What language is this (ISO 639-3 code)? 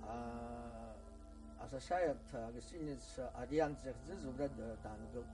abk